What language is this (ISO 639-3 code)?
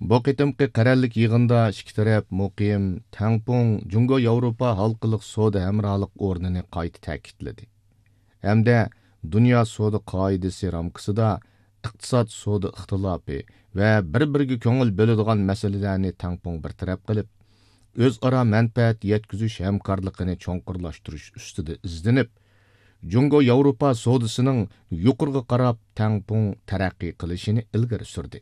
uig